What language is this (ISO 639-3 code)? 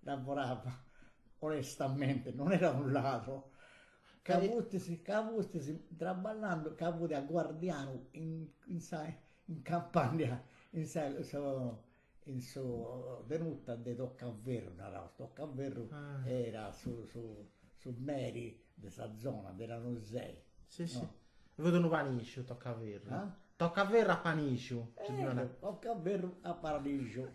srd